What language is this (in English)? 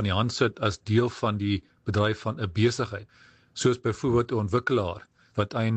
Afrikaans